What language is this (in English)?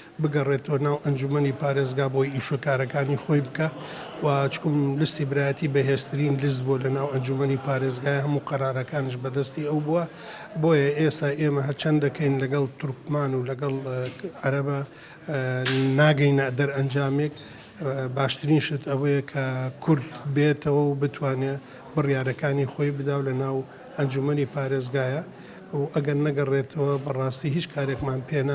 Central Kurdish